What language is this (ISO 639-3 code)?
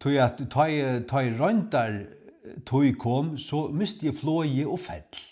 fao